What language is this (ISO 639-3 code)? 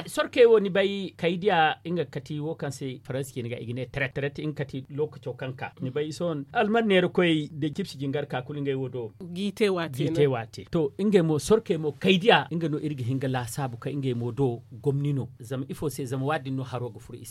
dje